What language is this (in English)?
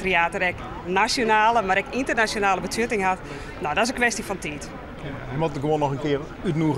Western Frisian